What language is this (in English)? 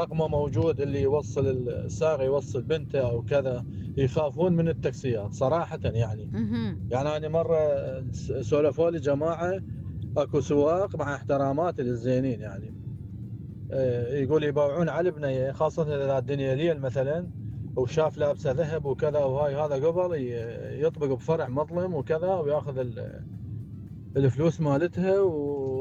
Mesopotamian Arabic